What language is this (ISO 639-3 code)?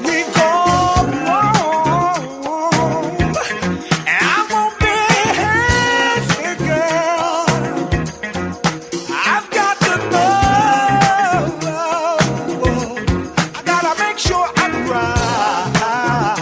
eng